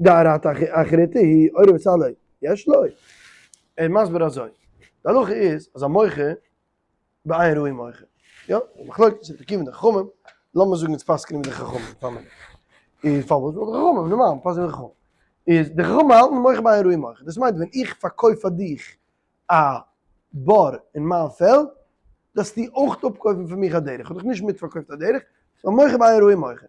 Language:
Yiddish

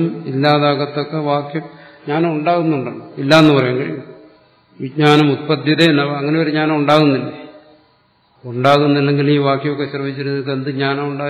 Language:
Malayalam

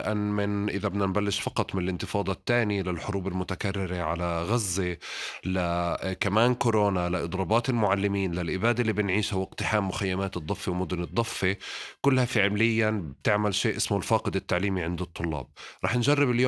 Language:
North Levantine Arabic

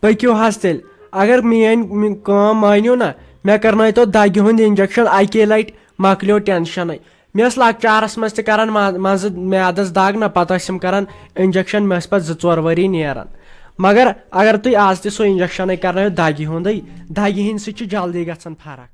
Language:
Kashmiri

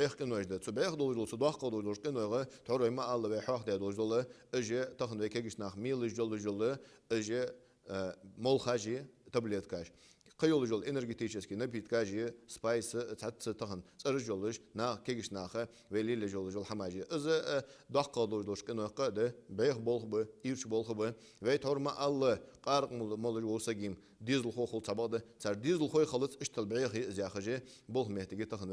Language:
Ingush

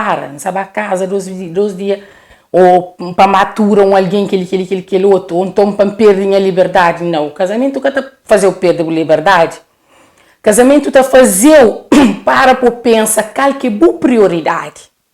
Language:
Kabuverdianu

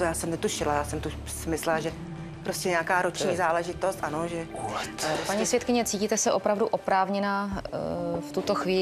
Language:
Czech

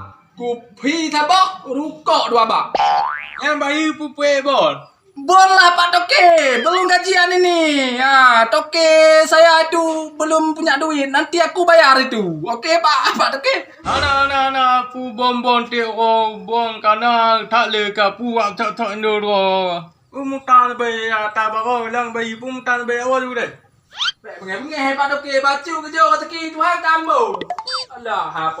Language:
Achinese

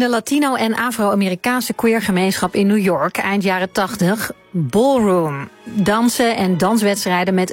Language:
Dutch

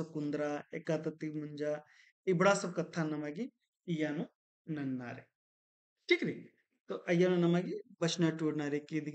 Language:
Kurukh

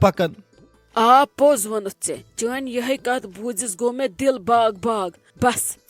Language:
Kashmiri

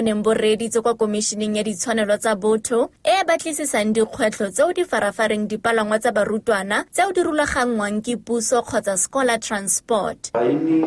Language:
Tswana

